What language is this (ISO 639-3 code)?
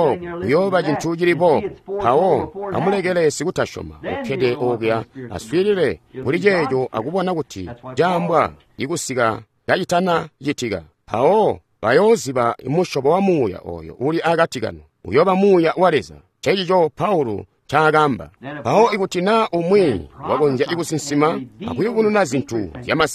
toi